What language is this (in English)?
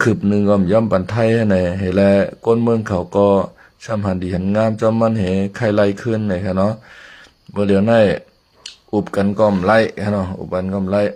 Shan